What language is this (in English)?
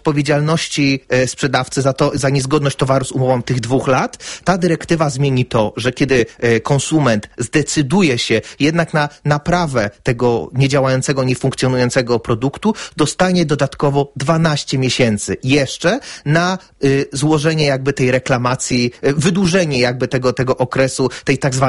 Polish